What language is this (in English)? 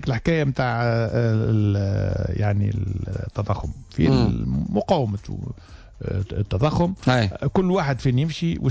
Tunisian Arabic